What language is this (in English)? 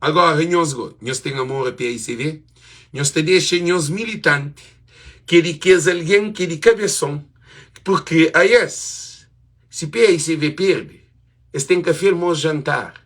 Kabuverdianu